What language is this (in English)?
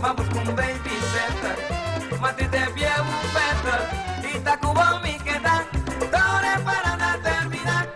Papiamento